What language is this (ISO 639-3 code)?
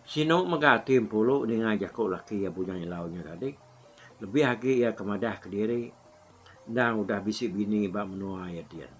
iba